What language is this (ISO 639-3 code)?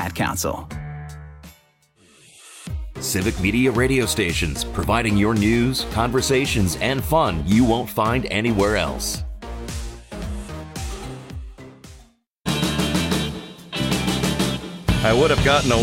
eng